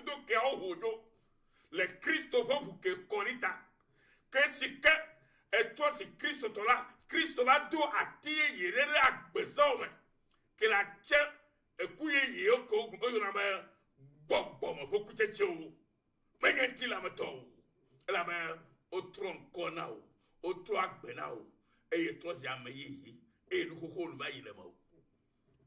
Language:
Ewe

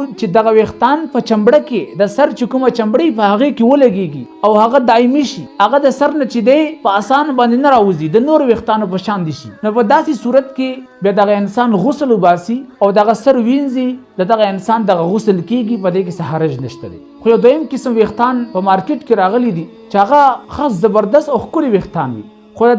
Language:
Pashto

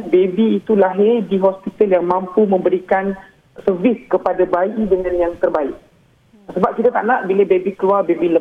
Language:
Malay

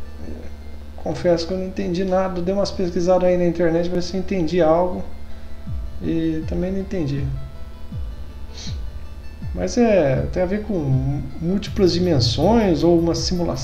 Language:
Portuguese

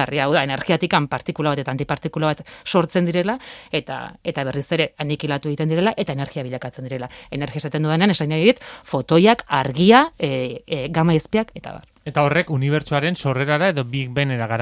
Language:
Basque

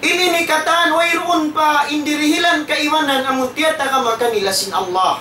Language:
Tausug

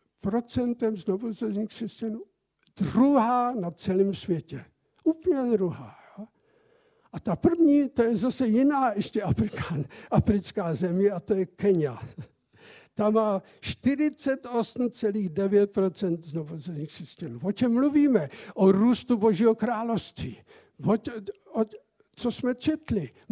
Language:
Czech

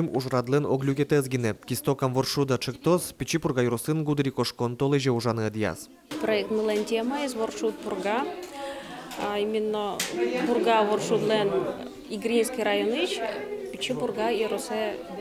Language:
Udmurt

